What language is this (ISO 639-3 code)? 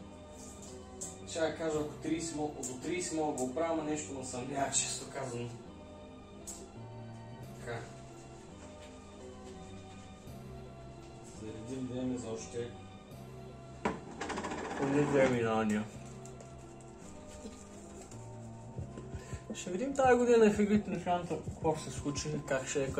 bul